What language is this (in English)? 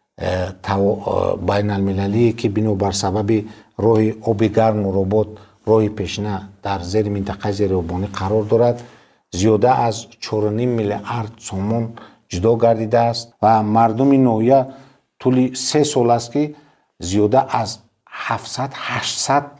Tajik